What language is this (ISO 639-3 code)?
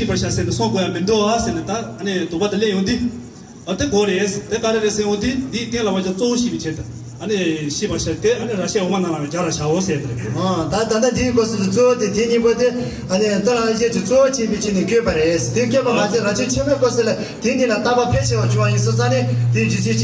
bod